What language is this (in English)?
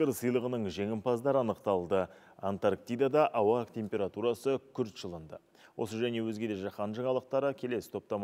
Kazakh